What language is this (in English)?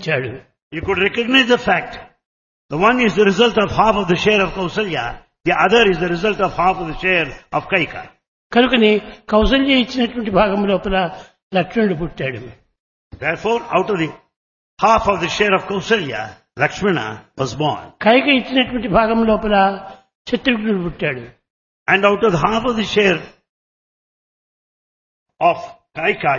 Telugu